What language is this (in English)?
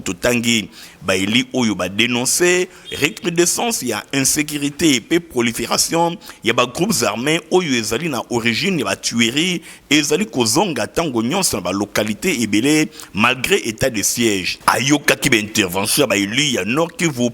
Lingala